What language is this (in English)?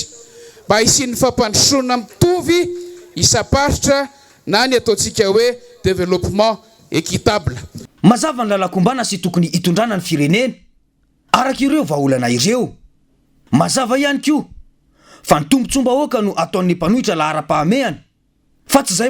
Malagasy